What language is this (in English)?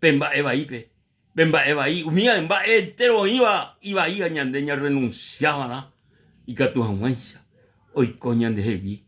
Guarani